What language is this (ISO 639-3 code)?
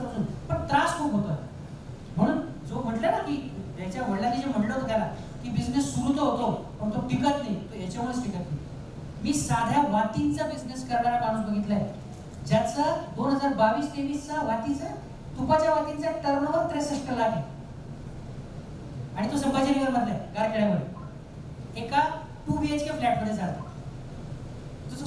mar